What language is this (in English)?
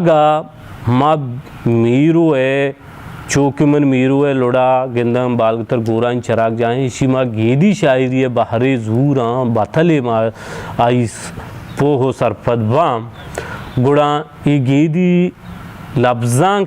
Baluchi